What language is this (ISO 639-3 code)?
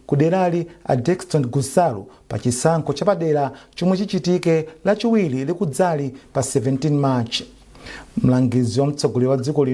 nya